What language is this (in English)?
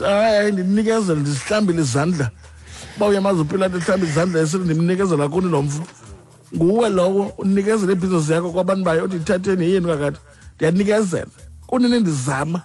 Xhosa